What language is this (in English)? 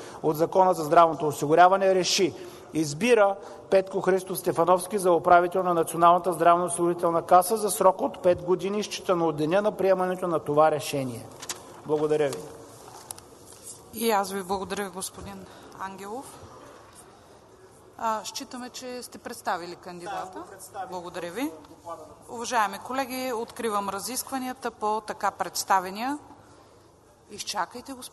Bulgarian